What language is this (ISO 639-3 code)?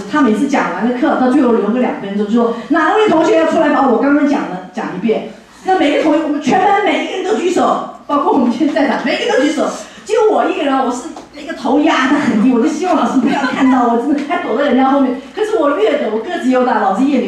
zho